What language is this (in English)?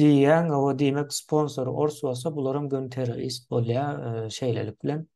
Turkmen